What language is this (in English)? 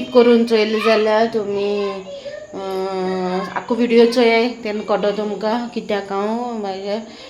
Konkani